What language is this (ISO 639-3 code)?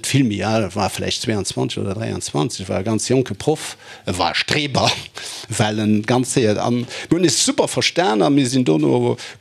ltz